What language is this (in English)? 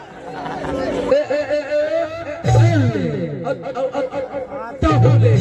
Chhattisgarhi